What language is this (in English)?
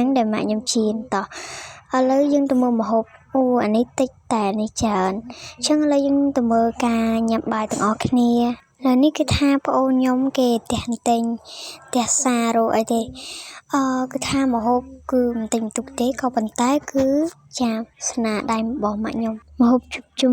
Khmer